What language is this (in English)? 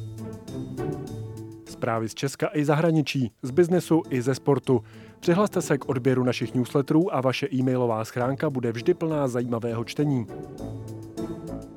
Czech